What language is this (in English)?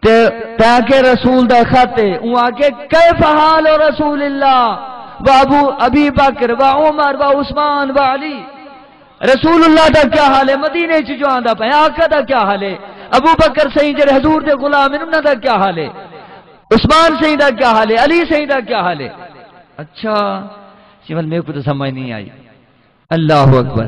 Saraiki